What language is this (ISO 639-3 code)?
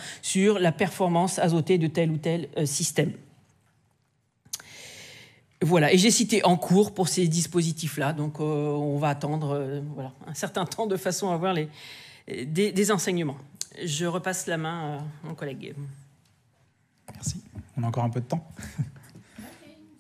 fra